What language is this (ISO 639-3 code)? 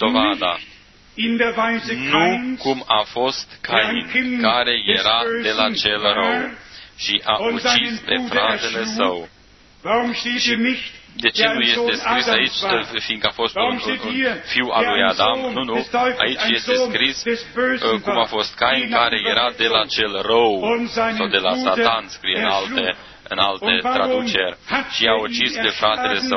ron